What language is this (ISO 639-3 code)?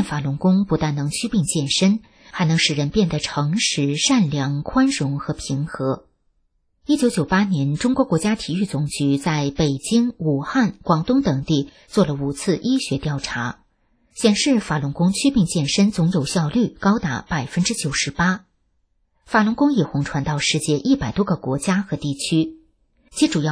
zho